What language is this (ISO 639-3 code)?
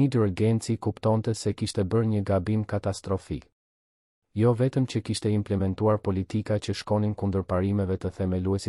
sqi